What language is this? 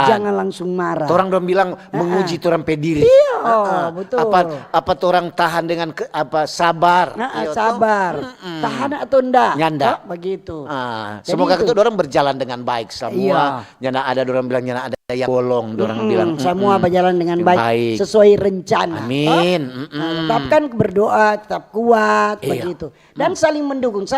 Manado Malay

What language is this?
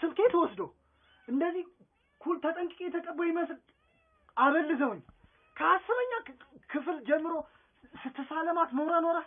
Amharic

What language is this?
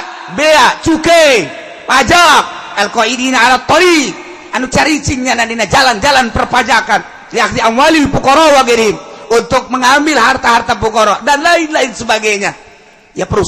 Sundanese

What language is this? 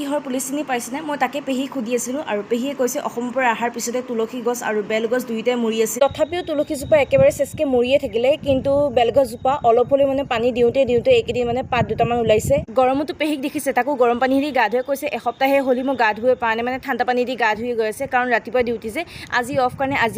Assamese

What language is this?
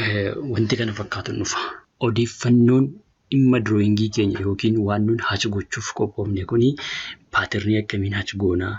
Oromo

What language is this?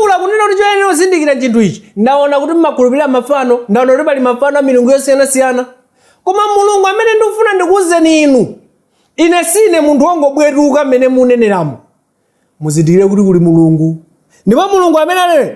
Nyanja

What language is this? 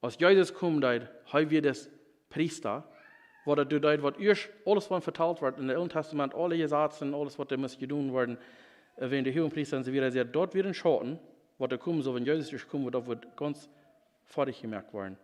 Plautdietsch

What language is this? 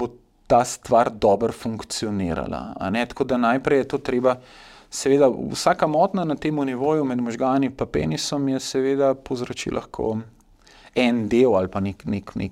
Slovenian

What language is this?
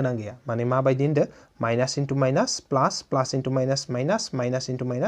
Bodo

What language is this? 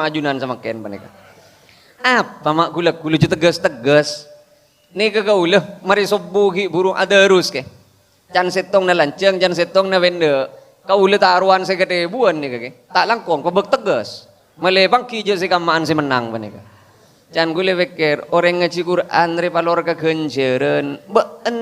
Madurese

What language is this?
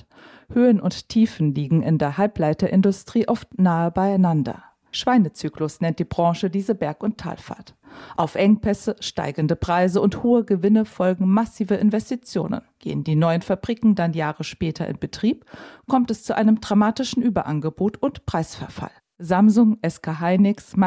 German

